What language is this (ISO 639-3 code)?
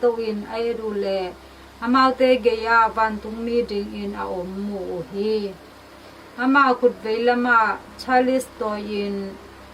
ctd